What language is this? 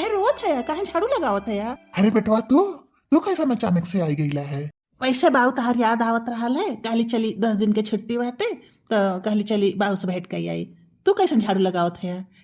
Bhojpuri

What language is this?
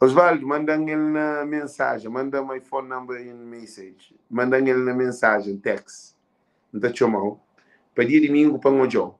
Kabuverdianu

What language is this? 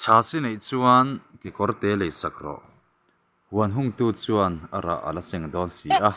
Mizo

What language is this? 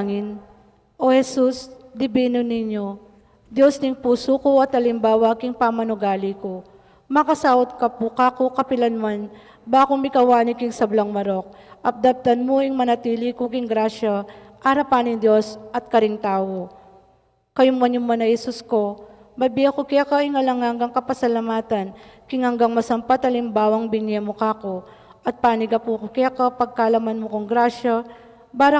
Pampanga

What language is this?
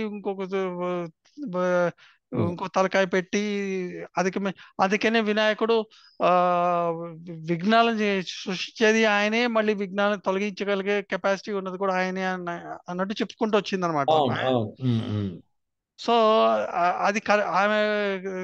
Telugu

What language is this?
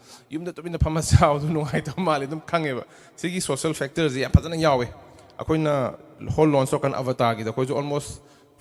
Manipuri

